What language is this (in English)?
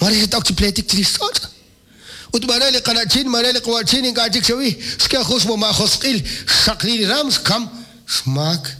Kekchí